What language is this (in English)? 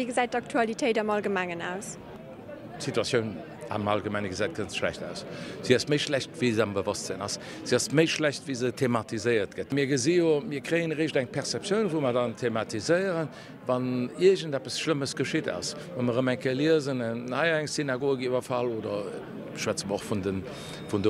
Luxembourgish